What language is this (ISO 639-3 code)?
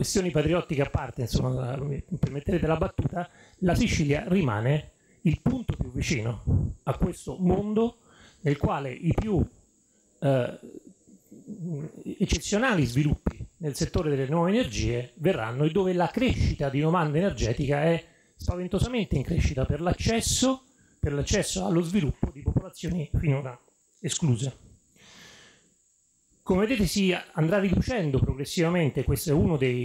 ita